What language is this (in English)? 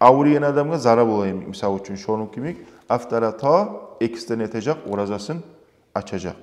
Kumyk